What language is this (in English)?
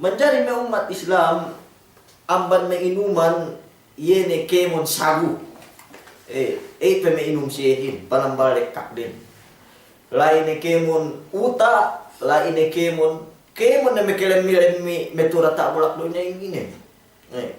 Yakan